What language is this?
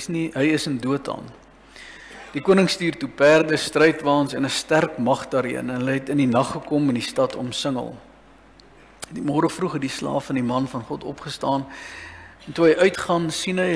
Afrikaans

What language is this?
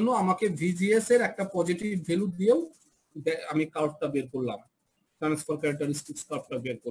Bangla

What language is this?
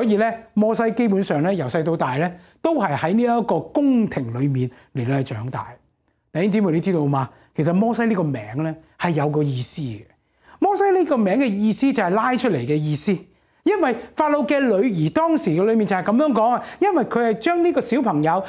Cantonese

